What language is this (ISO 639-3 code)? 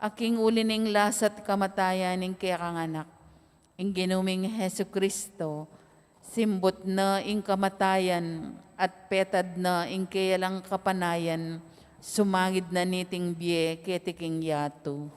pam